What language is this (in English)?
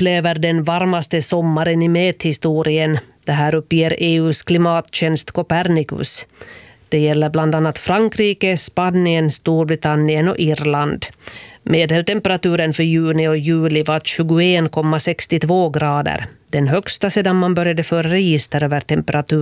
Swedish